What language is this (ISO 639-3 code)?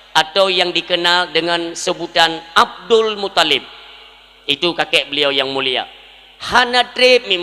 ace